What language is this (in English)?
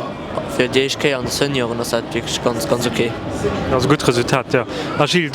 Luxembourgish